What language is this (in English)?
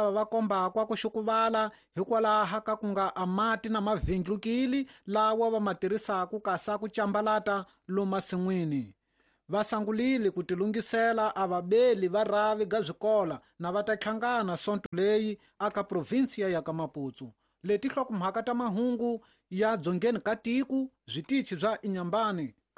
Tsonga